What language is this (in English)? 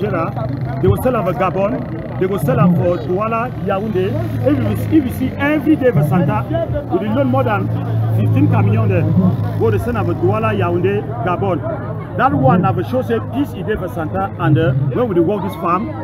Cameroon Pidgin